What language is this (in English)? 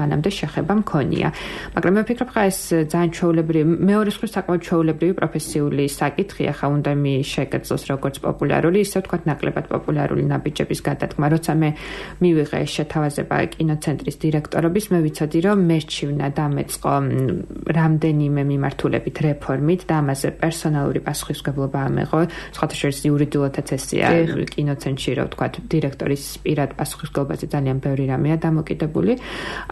Georgian